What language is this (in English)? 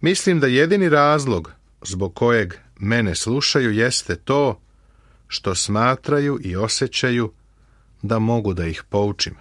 Serbian